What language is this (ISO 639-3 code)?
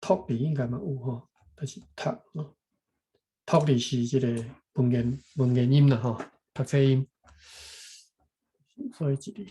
nan